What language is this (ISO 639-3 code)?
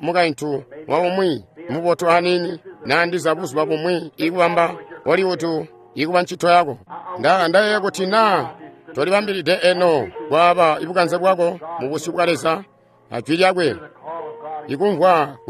toi